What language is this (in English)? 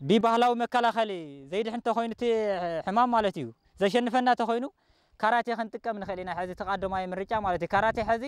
Tigrinya